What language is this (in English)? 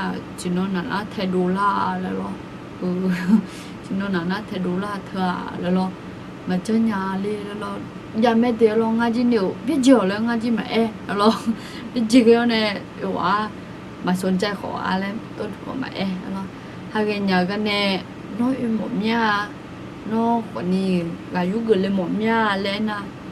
Akha